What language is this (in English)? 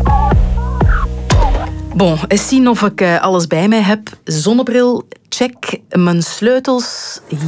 Dutch